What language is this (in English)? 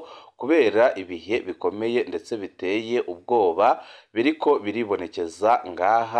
Rundi